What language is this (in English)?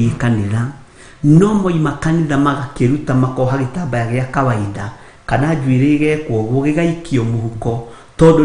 Kikuyu